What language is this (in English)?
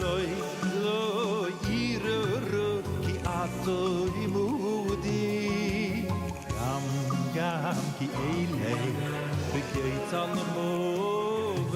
Yiddish